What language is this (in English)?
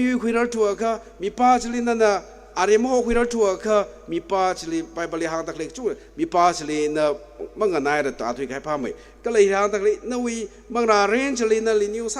Tangkhul Naga (India)